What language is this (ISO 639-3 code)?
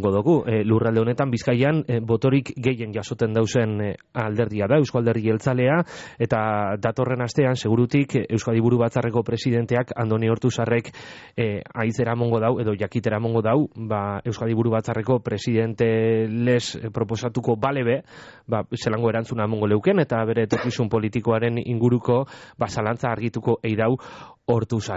eus